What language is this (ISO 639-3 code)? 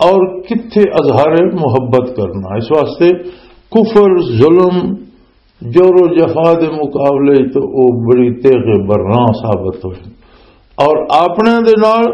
lah